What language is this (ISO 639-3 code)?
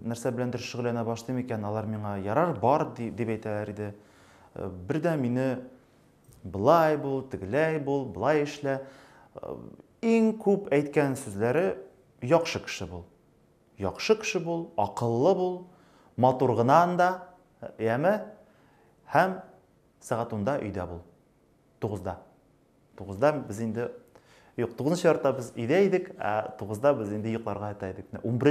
tat